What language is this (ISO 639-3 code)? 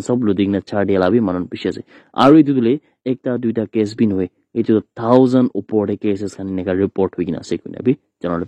nag